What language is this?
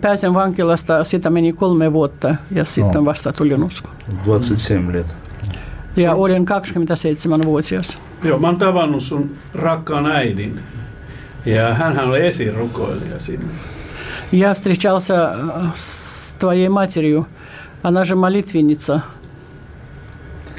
Finnish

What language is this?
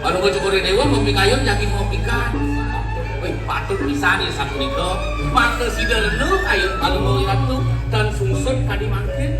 Balinese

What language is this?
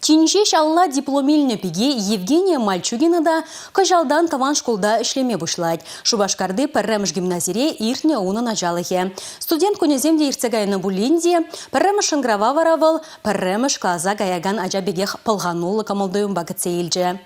Chuvash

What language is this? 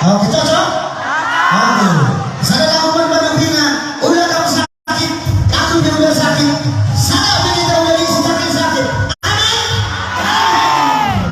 Batak Karo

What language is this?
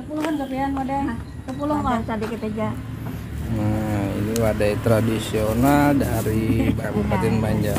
Banjar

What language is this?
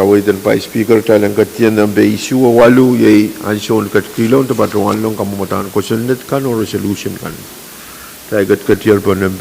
Pohnpeian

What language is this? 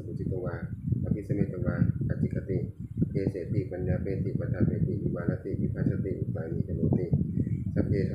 Pali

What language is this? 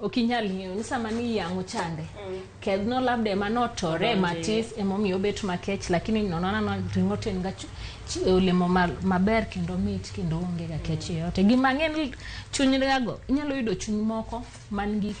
Luo (Kenya and Tanzania)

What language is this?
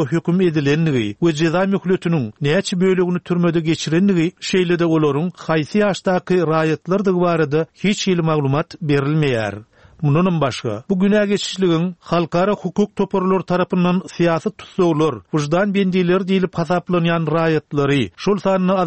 Turkmen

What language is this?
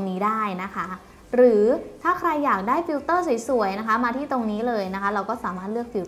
Thai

